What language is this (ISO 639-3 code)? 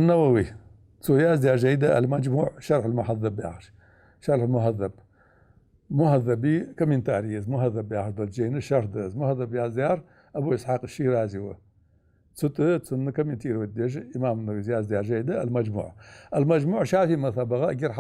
inh